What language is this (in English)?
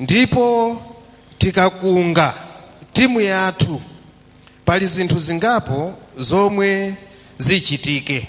Nyanja